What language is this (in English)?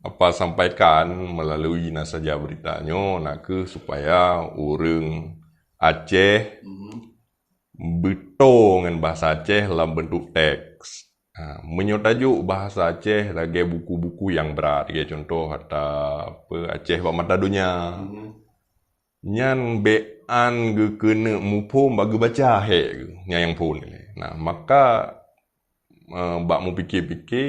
Achinese